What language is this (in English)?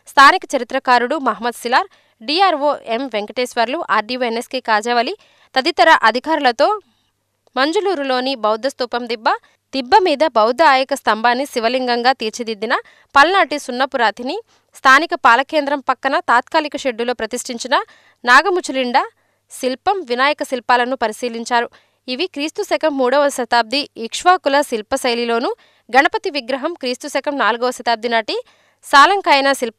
Telugu